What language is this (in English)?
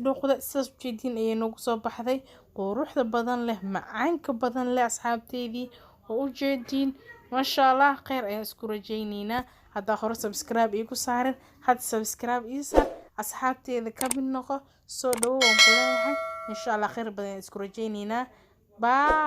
Somali